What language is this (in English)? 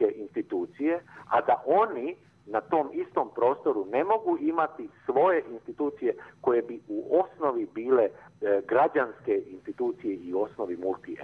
Serbian